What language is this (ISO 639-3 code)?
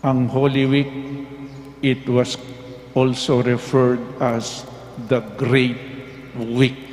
pam